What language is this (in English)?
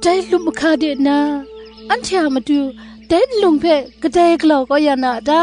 Kachin